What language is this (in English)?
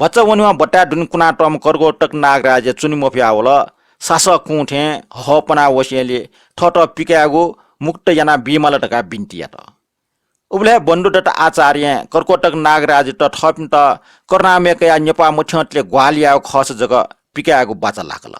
Newari